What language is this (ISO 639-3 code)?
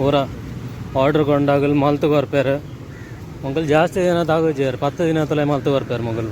tcy